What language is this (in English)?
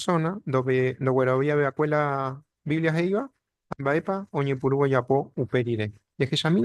Guarani